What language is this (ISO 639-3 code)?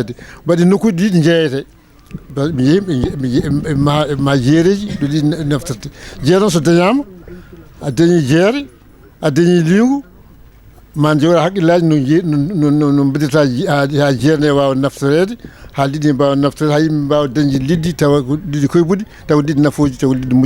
ful